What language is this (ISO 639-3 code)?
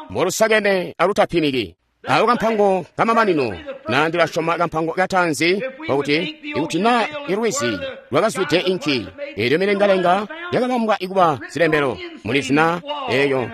toi